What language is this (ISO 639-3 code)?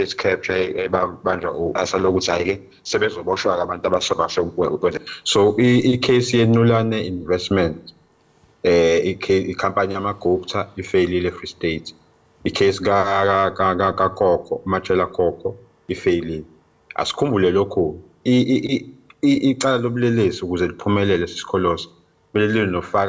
zul